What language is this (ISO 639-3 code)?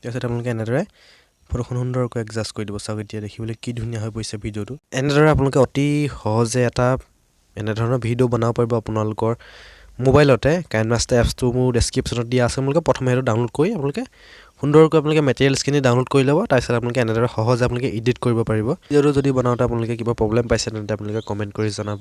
asm